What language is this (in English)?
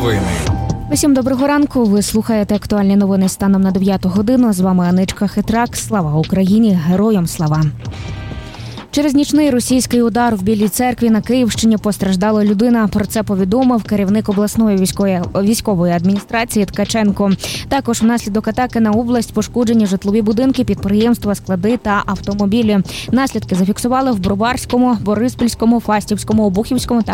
Ukrainian